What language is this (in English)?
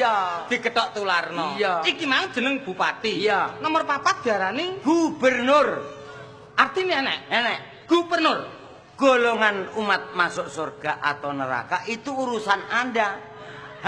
Javanese